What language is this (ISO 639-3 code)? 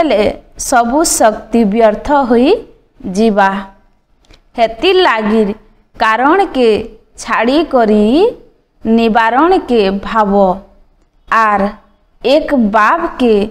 ori